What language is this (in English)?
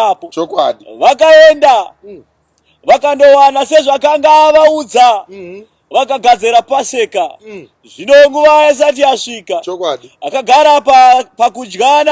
Shona